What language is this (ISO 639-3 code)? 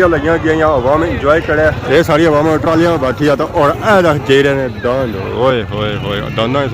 phr